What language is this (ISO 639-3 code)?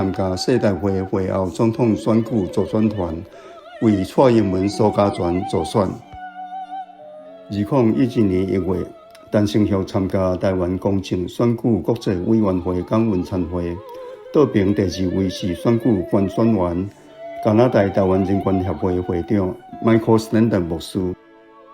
nan